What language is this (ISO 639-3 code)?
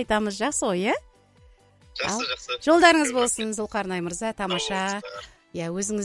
kaz